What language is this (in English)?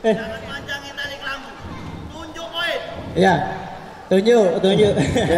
Musi